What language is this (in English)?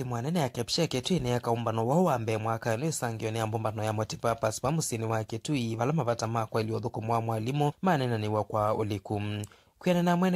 Kamba